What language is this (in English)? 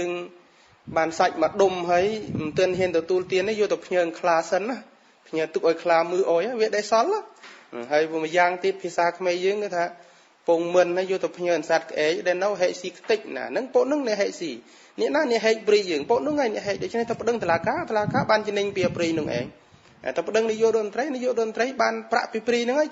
Khmer